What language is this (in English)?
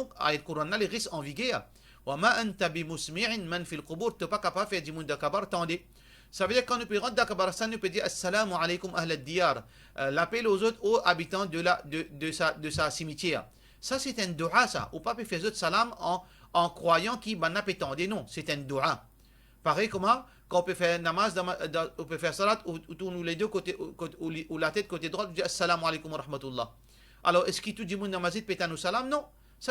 Morisyen